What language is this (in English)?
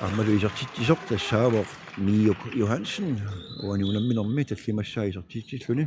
Kalaallisut